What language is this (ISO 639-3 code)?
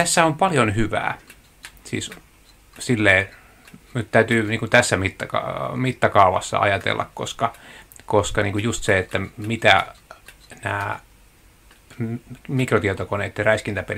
fin